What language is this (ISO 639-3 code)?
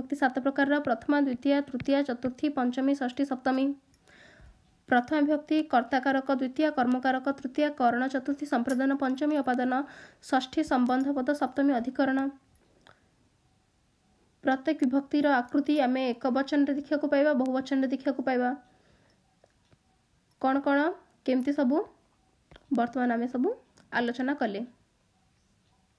ori